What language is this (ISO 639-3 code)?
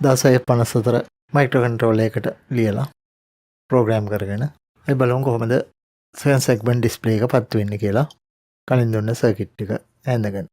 sin